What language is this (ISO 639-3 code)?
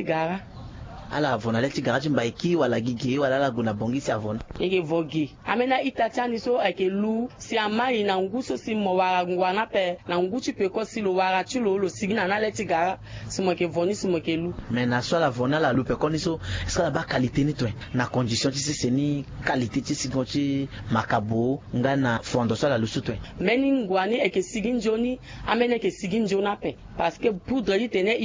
sag